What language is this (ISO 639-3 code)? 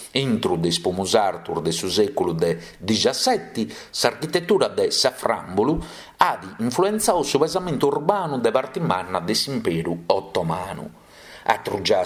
srd